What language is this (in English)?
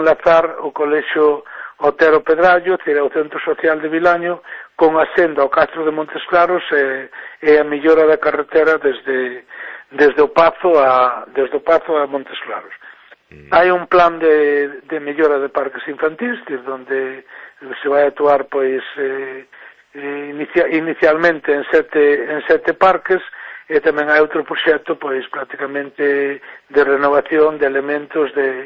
Galician